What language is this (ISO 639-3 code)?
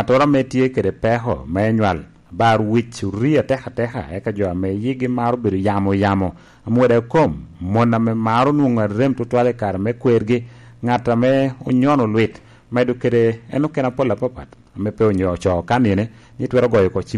laj